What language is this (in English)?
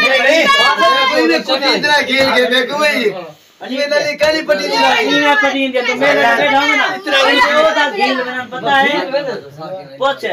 Saraiki